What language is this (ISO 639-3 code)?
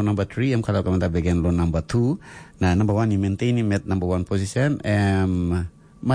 tpi